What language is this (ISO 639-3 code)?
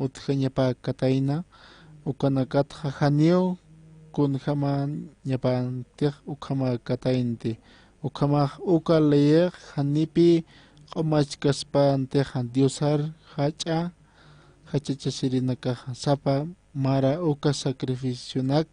aym